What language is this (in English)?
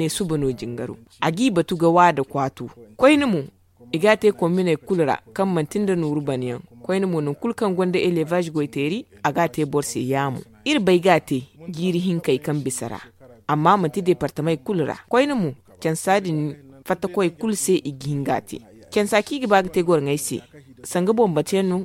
Zarma